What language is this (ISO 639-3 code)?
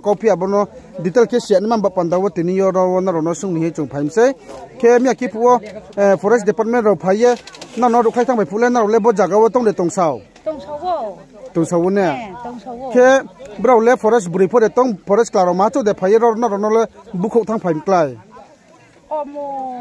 ria